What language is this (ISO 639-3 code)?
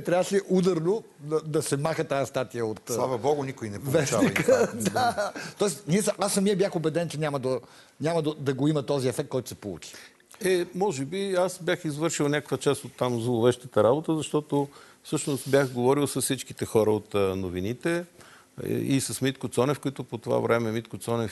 bul